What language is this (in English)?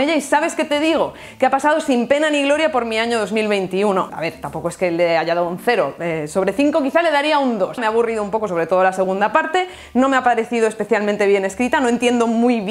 Spanish